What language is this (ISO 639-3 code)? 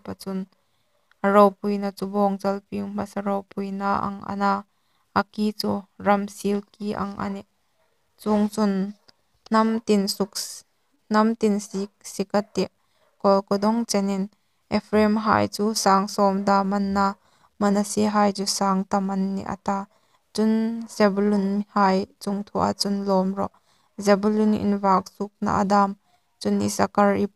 hmr